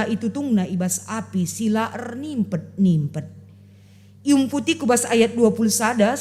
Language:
Batak Karo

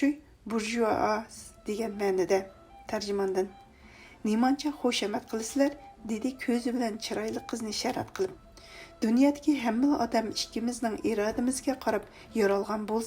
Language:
Uyghur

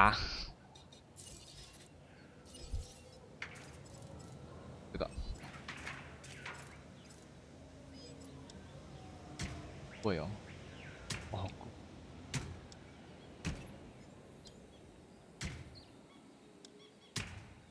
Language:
Chinese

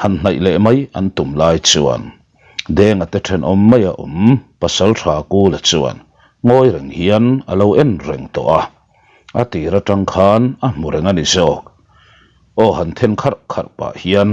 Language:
Mizo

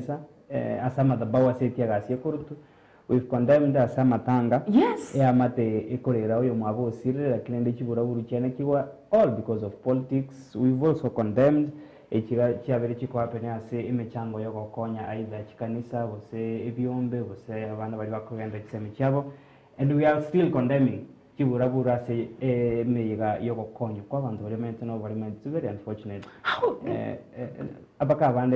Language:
Gusii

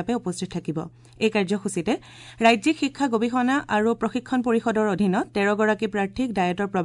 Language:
Assamese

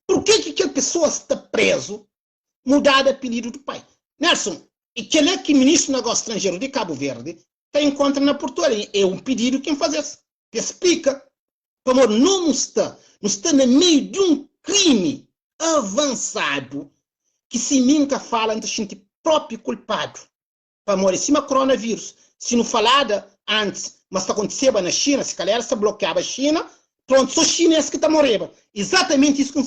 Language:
Kabuverdianu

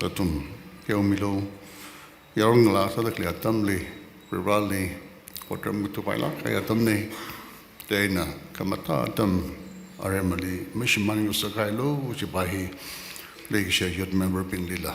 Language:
Tangkhul Naga (India)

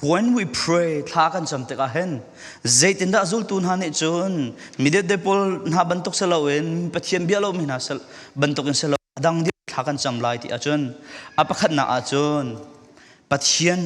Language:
Falam Chin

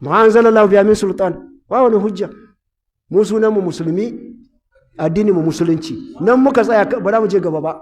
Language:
Hausa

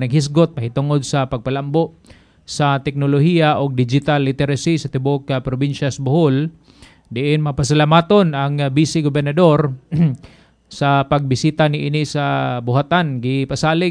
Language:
Cebuano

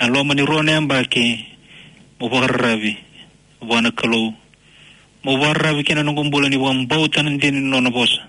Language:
Fijian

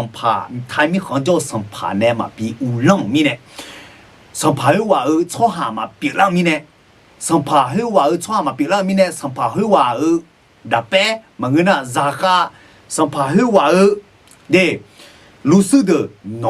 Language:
Akha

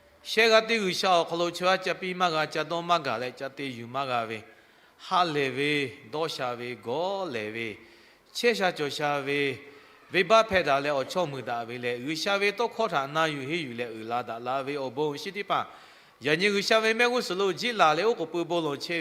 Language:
Lahu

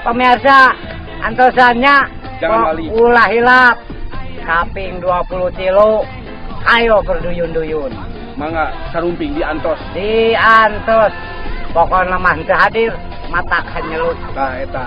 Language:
Sundanese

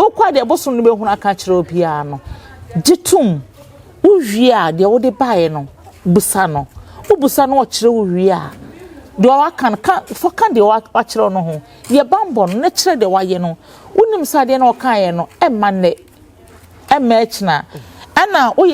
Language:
Akan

